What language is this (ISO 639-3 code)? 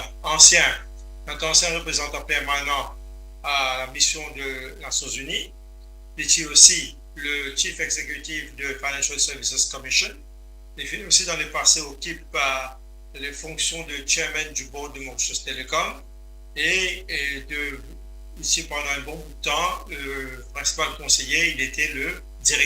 mfe